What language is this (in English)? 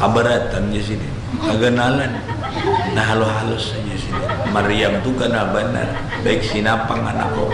Banjar